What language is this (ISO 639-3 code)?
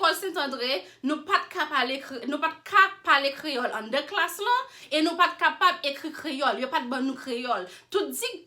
hat